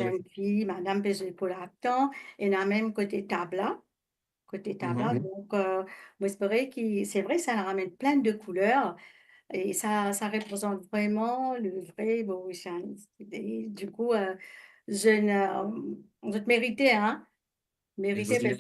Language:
Morisyen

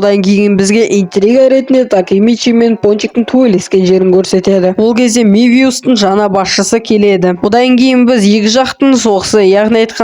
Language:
Kazakh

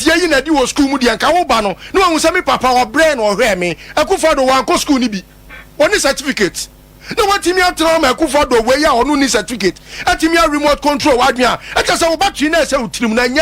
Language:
Akan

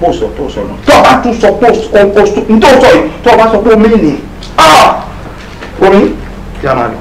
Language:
Yoruba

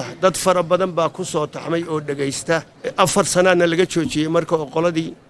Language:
Somali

